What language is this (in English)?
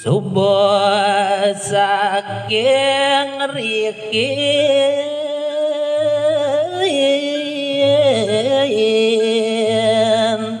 Balinese